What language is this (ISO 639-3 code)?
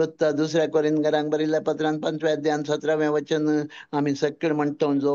kok